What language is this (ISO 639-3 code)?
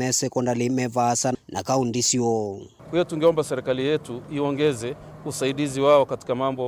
kam